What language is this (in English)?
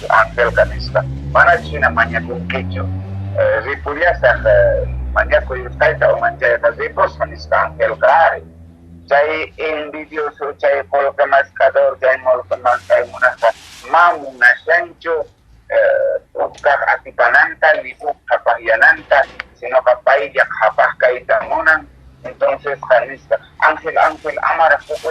Quechua